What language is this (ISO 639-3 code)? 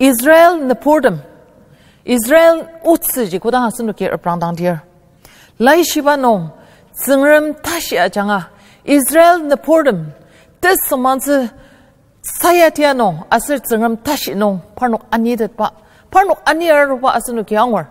njo